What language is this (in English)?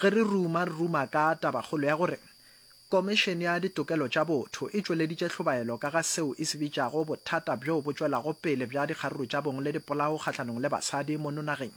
Northern Sotho